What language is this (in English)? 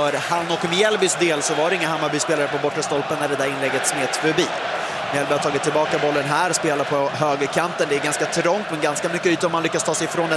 Swedish